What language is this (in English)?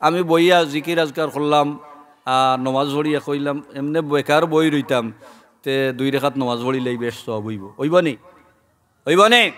Sylheti